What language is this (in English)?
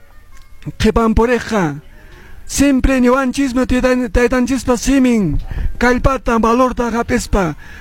Quechua